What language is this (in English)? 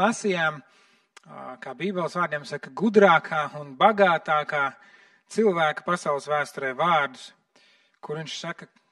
Latvian